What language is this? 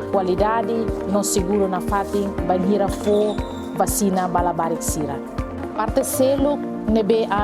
Tetum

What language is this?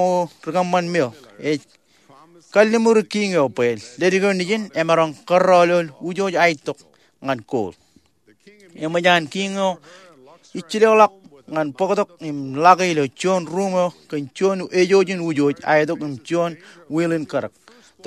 Marshallese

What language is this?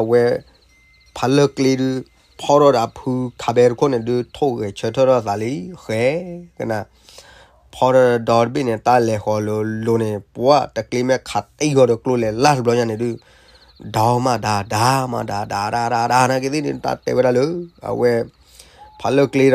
S'gaw Karen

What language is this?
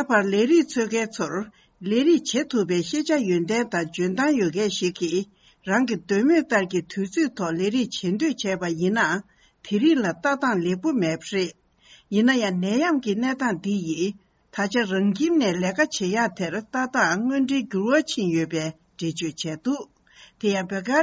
Tibetan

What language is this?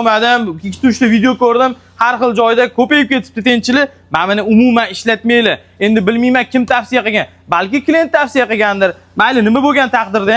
Uzbek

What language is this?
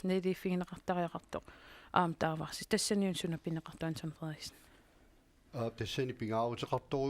Kalaallisut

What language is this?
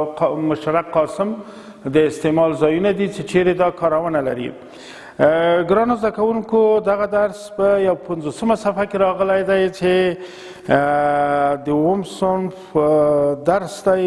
Pashto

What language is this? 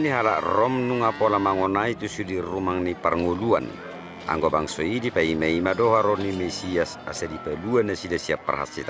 Batak Toba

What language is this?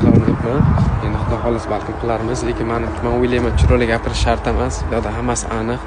Uzbek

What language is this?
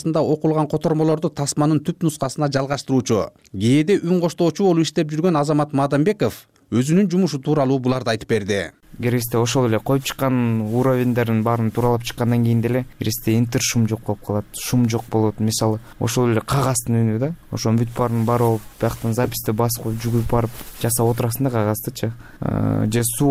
Kyrgyz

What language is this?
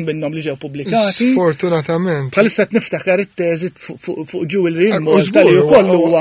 Maltese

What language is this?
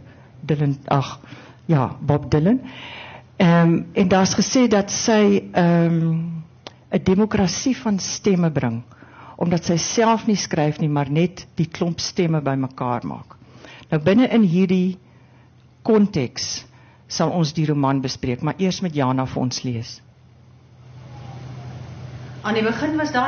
Afrikaans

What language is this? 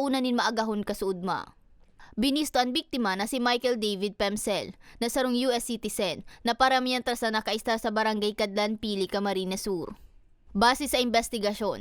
Bikol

